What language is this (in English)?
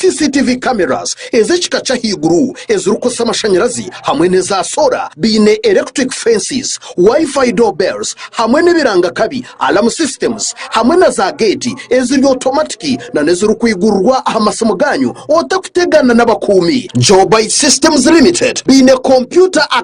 Nyankole